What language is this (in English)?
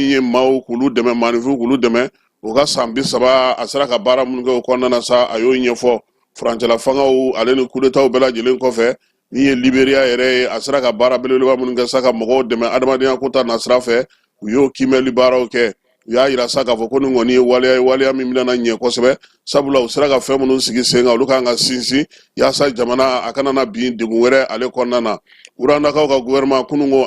Bambara